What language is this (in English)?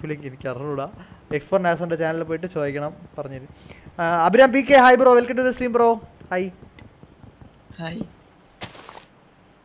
Malayalam